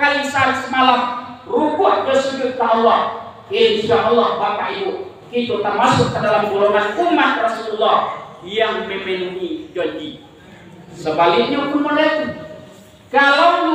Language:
Minangkabau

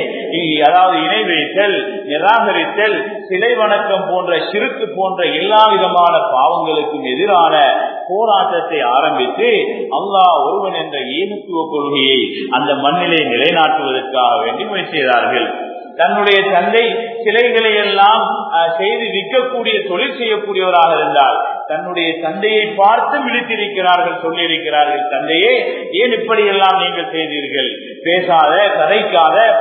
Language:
Tamil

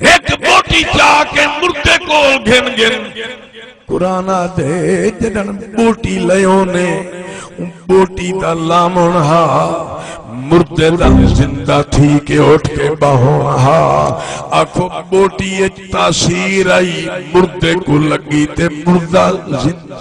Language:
Saraiki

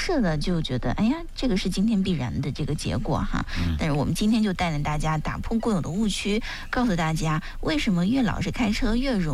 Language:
Chinese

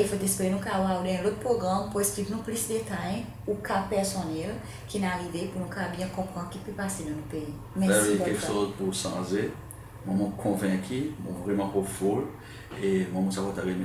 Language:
Seselwa Creole French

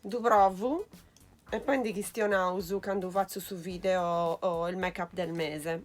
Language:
Sardinian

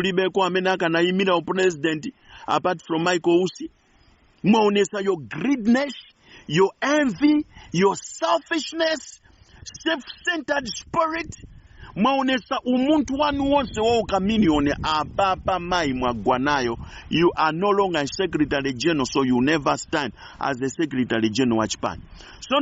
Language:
Nyanja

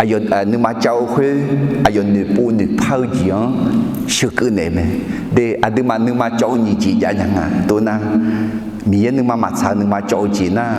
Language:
Akha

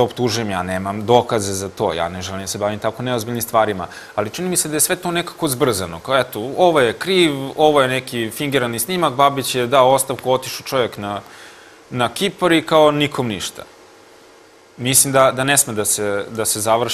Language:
Serbian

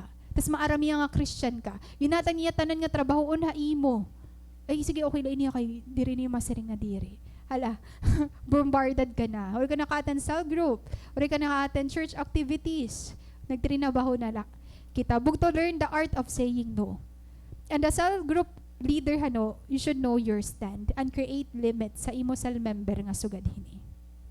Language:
Waray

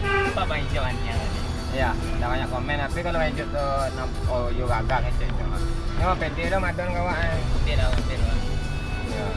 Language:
Minangkabau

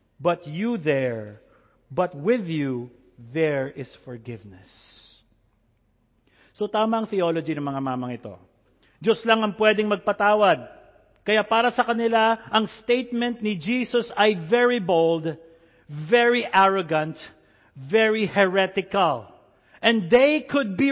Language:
Filipino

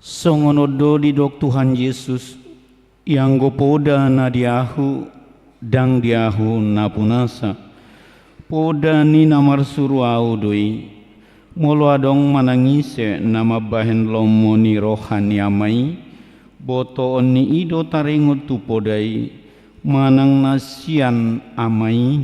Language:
Batak Toba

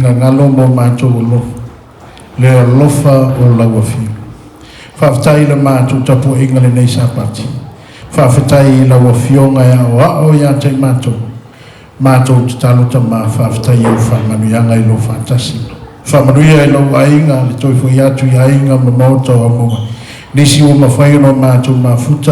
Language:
Samoan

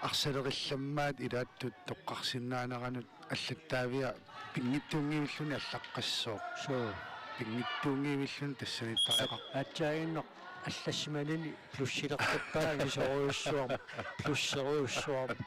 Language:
Kalaallisut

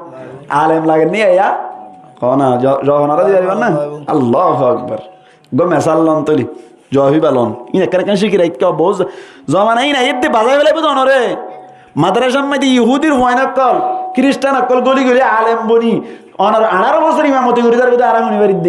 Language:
Rohingya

